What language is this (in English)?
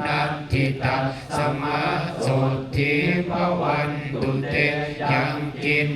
Pali